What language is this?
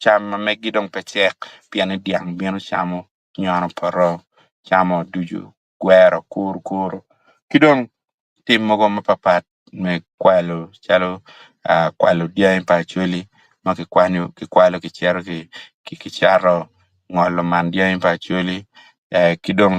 Acoli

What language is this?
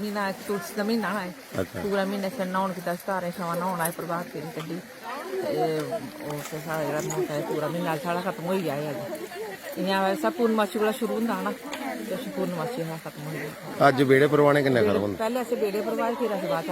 Dogri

